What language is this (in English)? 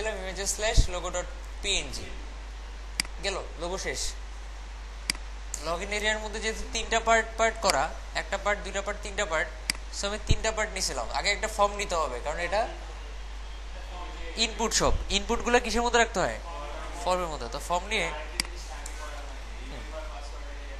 Bangla